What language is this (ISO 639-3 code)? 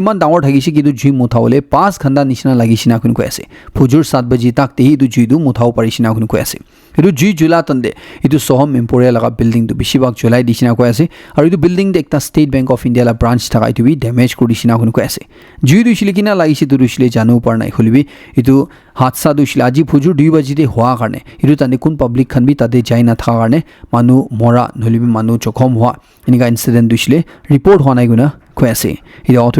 nag